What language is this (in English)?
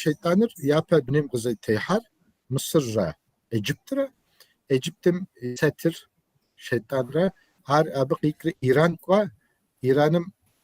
Kabardian